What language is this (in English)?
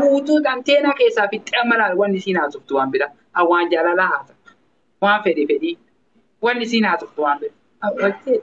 Oromo